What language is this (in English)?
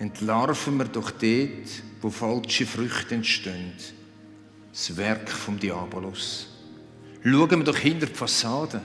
Swiss German